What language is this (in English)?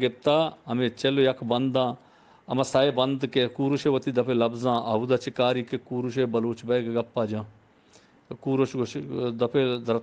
Eastern Balochi